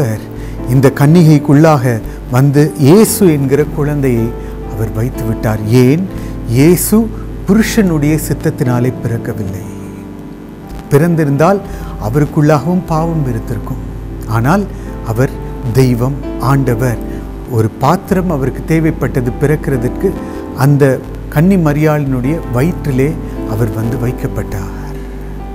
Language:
Tamil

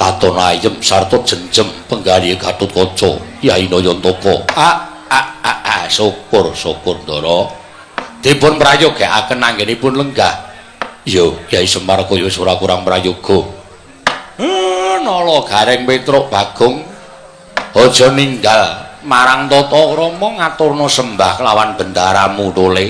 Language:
Javanese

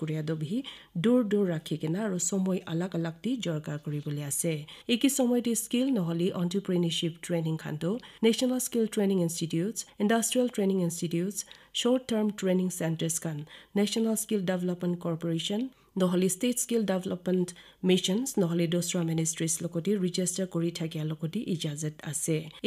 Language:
Naga Pidgin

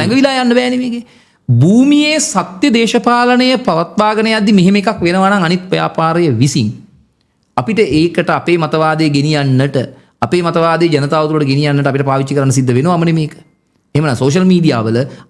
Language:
Sinhala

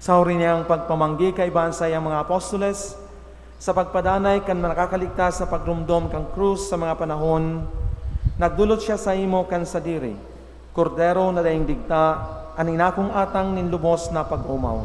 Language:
Bikol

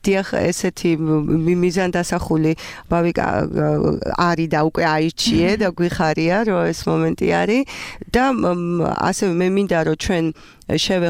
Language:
Georgian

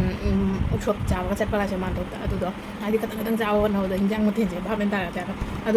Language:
Manipuri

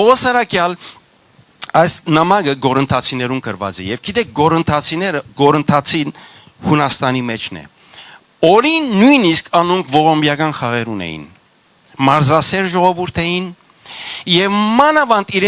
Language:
Western Armenian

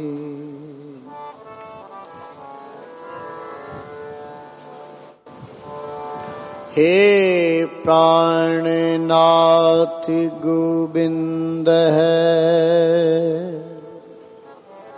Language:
Punjabi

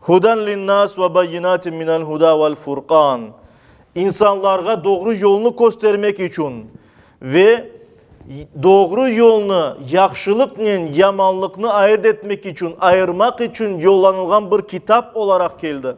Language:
Crimean Tatar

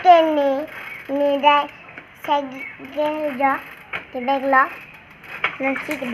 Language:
Karbi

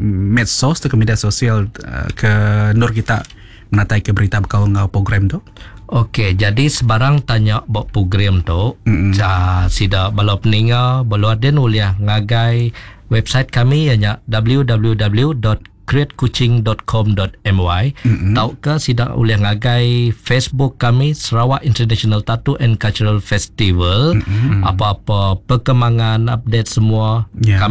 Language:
Iban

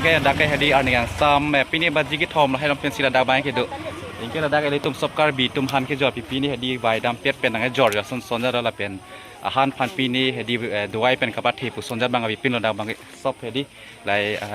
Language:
Karbi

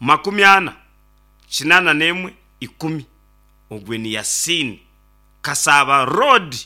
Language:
Nyankole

